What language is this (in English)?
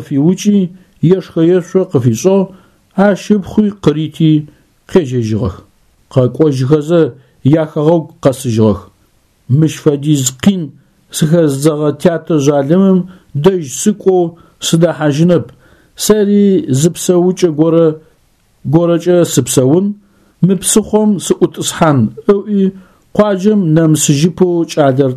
Adyghe